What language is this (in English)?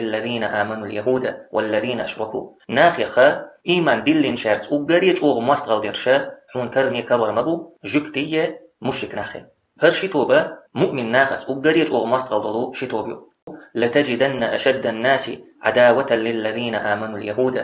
Chechen